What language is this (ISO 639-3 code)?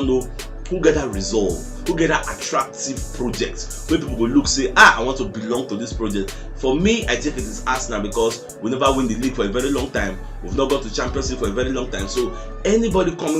pcm